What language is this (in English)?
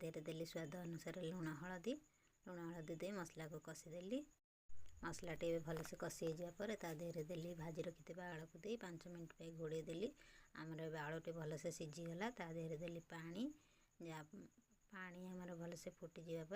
Odia